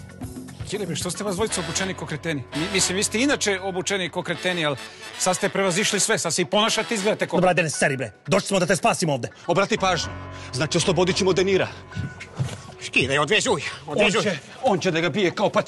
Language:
Serbian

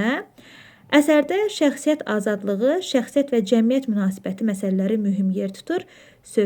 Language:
Azerbaijani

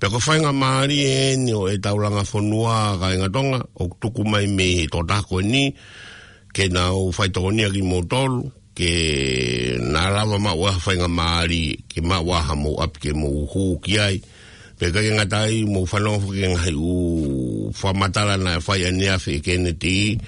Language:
Tongan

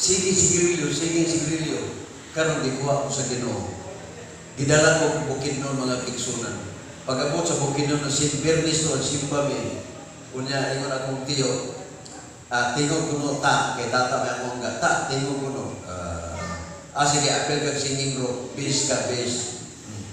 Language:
Cebuano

